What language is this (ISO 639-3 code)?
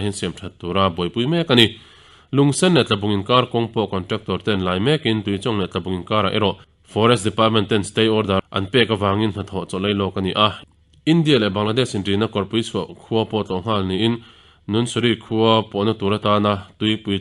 lus